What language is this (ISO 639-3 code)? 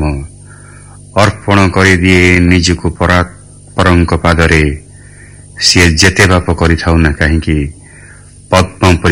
ori